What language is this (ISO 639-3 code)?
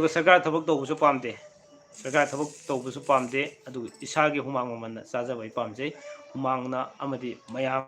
mni